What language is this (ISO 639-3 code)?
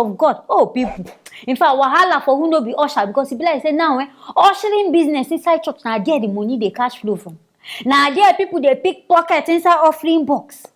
pcm